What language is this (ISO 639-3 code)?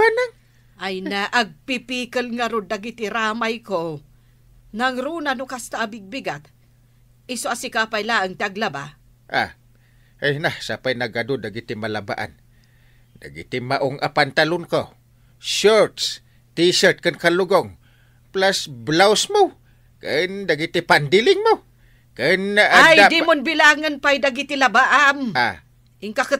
ilo